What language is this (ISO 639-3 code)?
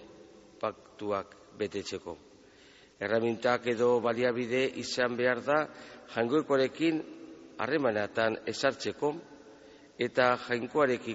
eus